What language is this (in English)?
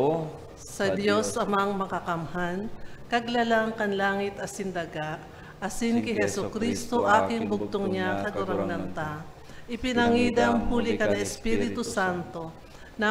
Bikol